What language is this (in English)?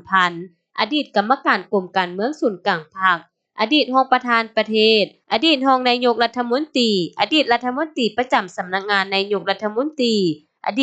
Lao